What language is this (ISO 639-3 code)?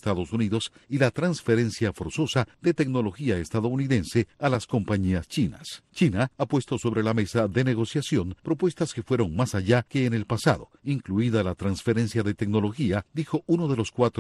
spa